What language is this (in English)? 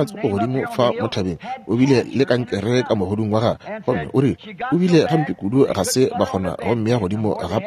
Northern Sotho